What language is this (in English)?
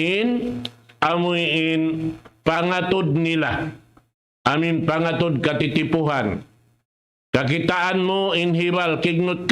Tausug